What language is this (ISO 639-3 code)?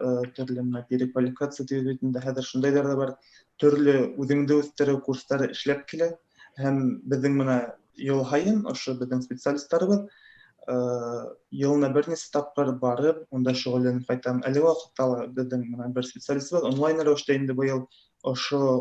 bak